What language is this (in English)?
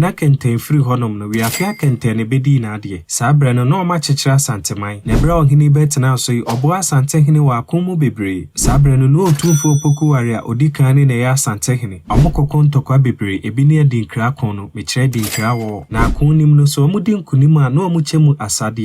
Akan